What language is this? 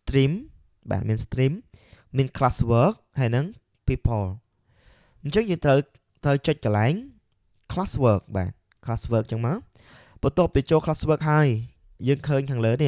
Khmer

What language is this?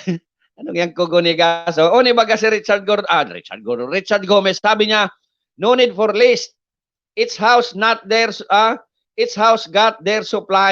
Bikol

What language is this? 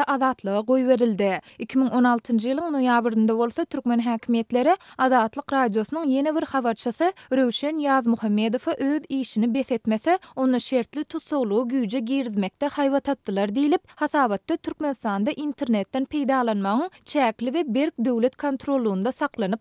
Turkmen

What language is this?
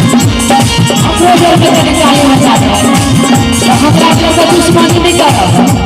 Maithili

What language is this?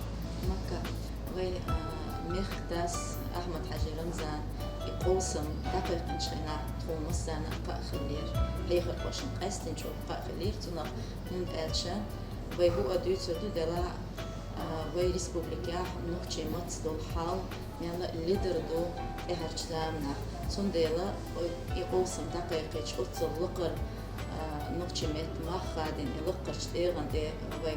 Chechen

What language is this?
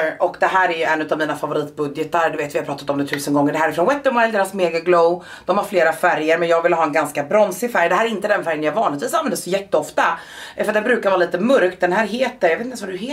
Swedish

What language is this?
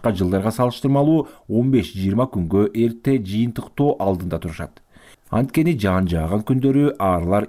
Kyrgyz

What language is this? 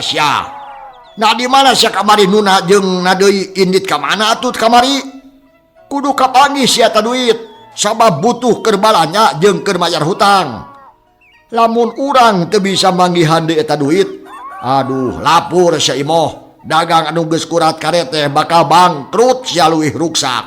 Sundanese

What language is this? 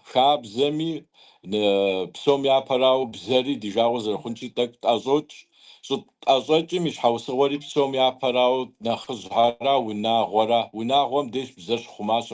Kabardian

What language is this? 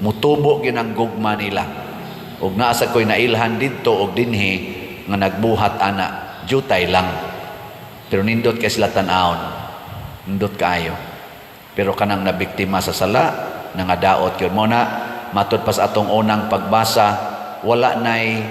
Cebuano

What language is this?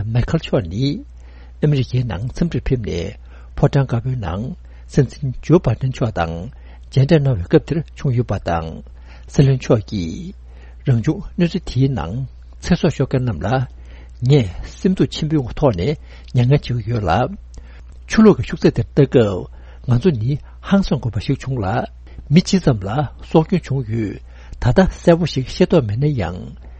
Tibetan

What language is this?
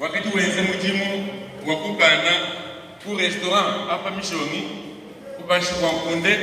Luba-Lulua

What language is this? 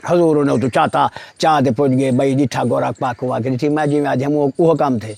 Saraiki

